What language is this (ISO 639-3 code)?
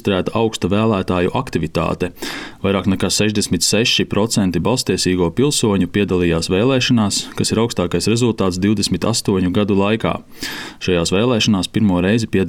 lav